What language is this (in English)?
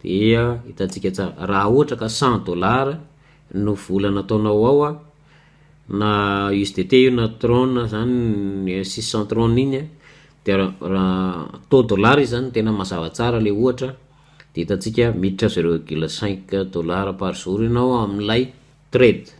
Malagasy